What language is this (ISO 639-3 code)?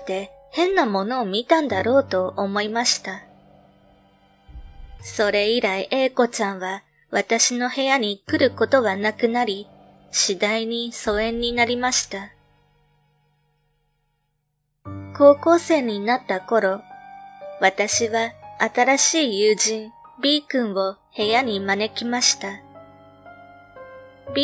jpn